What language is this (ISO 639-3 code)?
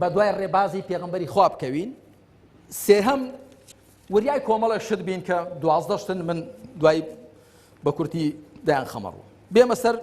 ckb